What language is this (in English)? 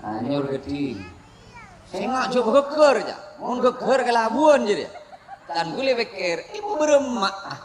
Madurese